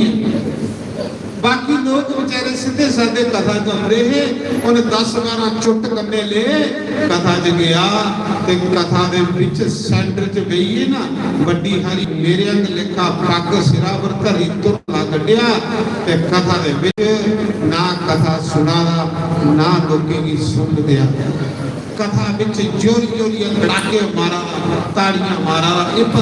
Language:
Dogri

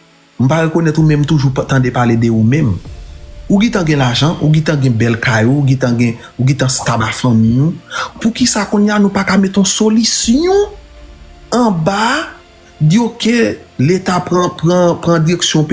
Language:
Haitian Creole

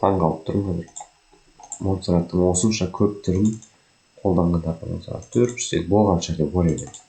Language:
Kazakh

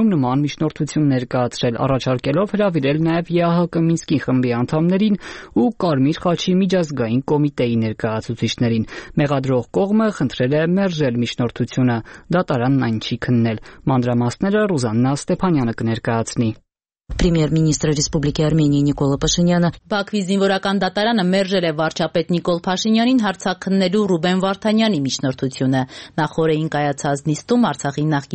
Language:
Armenian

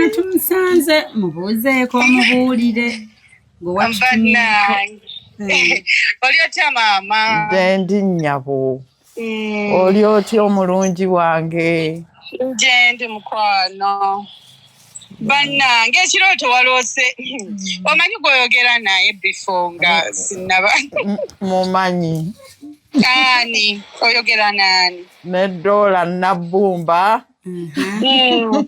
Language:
Ganda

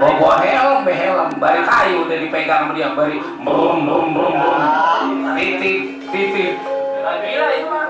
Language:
Betawi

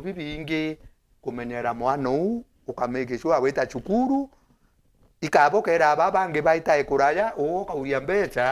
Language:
Meru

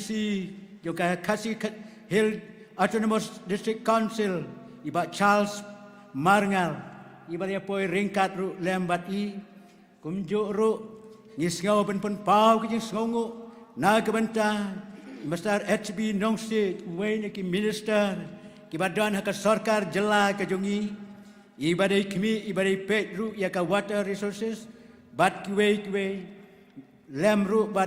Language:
Khasi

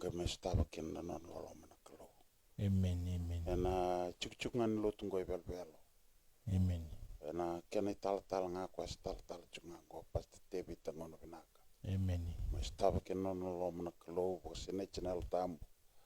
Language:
Fijian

